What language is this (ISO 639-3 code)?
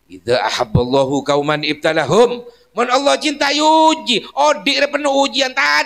mad